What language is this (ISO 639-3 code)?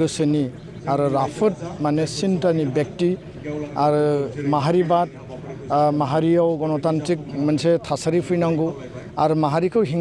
brx